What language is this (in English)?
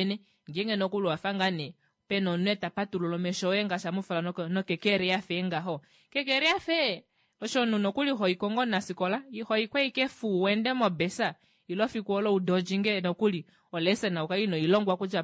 Kuanyama